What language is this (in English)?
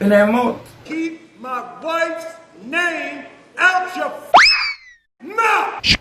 Jamaican Creole English